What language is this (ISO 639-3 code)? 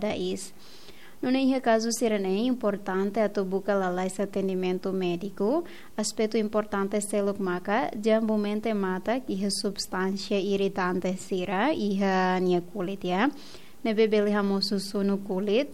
tet